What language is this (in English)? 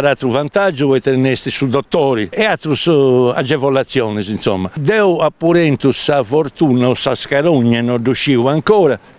Sardinian